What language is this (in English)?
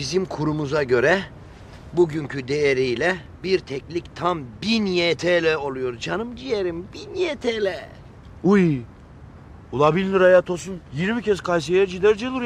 Turkish